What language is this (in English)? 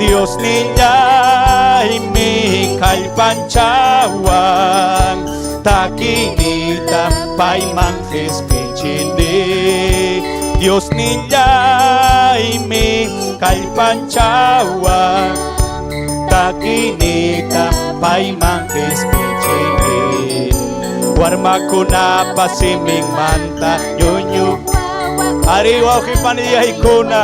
Ayacucho Quechua